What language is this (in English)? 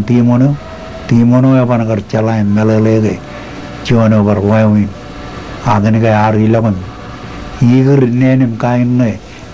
Marshallese